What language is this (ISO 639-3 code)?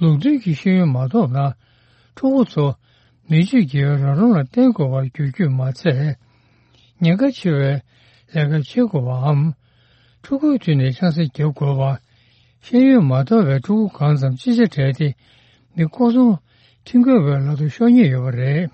bod